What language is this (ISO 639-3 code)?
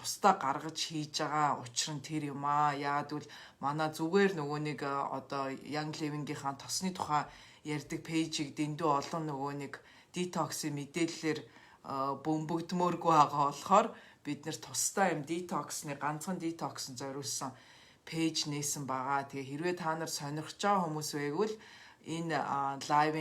mon